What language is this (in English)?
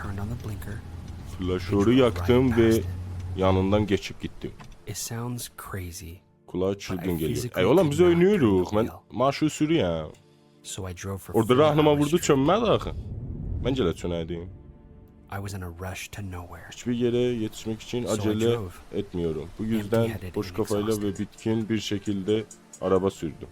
South Azerbaijani